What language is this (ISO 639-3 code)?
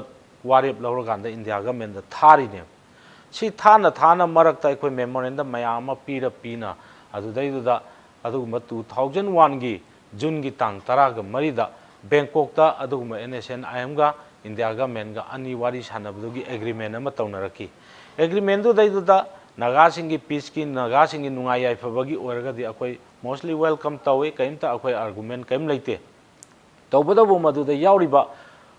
mni